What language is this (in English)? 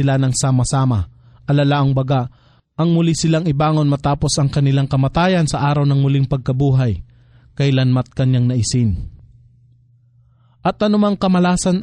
Filipino